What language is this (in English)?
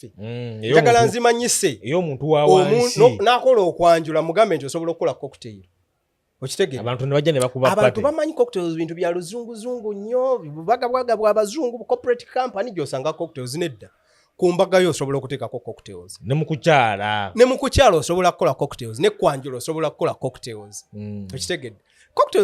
Ganda